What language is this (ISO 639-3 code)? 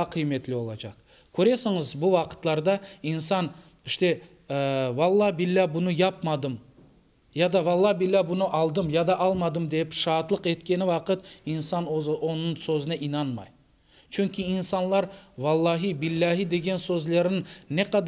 crh